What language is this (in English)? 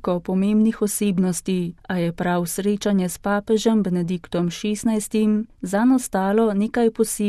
Slovenian